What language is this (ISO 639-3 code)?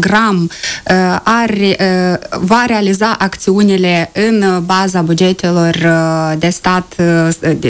ron